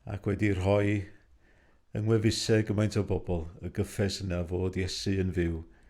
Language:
Welsh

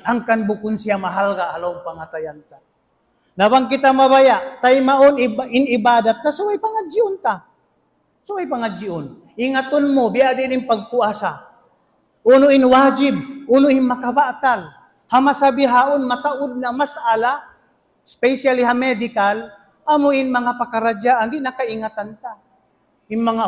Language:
Tausug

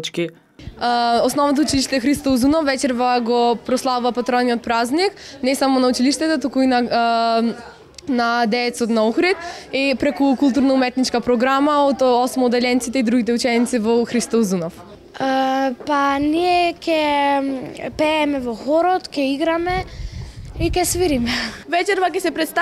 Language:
Macedonian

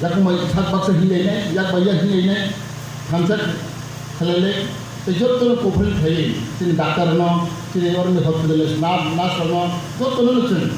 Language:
Kok Borok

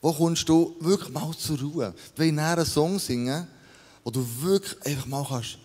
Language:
Swiss German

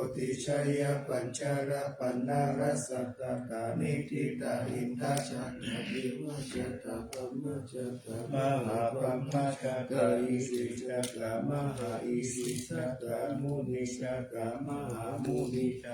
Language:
Pali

